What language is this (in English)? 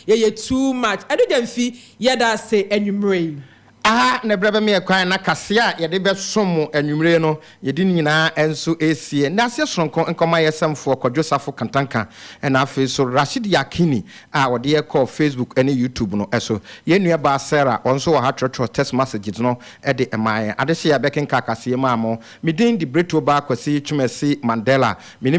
Akan